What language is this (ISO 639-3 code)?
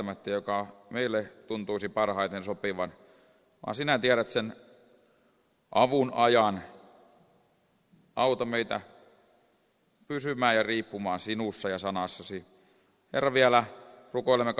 fin